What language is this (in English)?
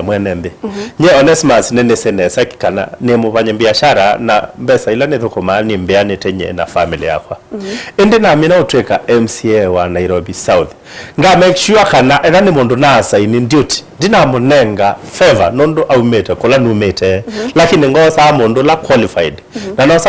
Kamba